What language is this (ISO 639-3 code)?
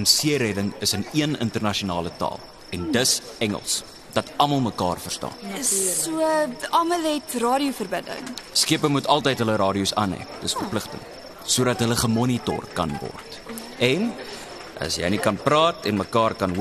afr